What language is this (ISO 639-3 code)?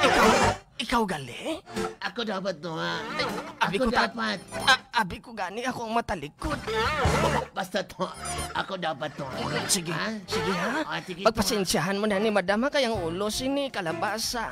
hil